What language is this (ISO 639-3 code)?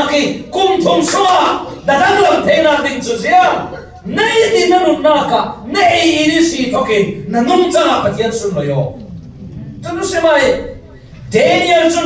cfm